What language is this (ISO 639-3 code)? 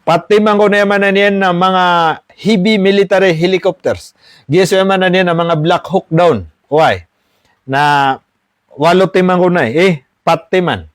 mrw